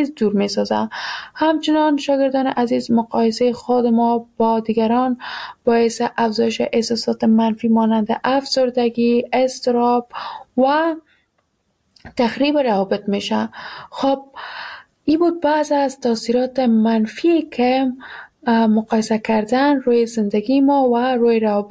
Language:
Persian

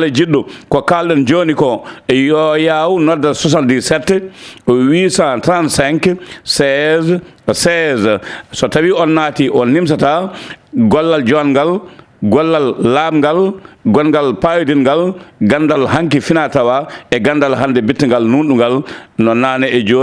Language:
Fula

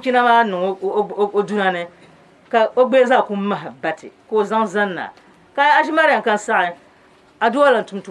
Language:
Dagbani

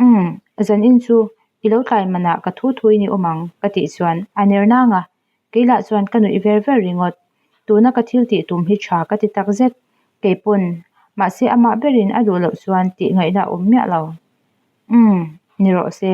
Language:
Mizo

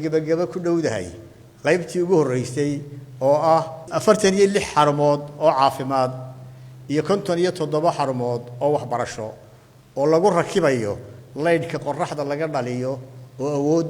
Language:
Somali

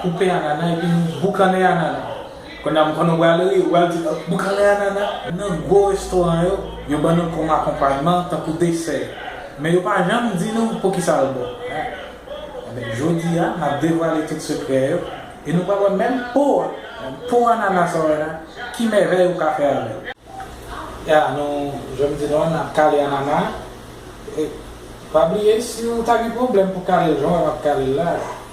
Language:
Haitian Creole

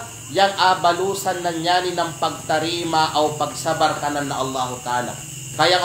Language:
Kalagan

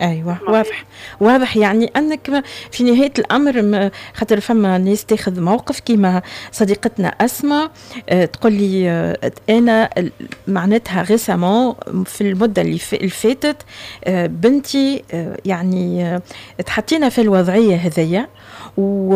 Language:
Tunisian Arabic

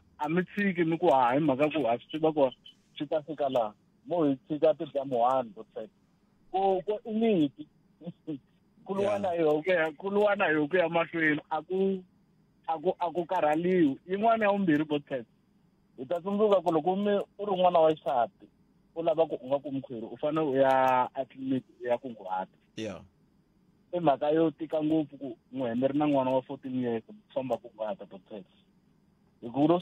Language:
Tsonga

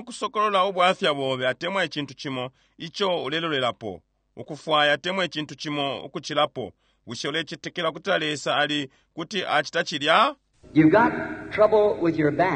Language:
Bemba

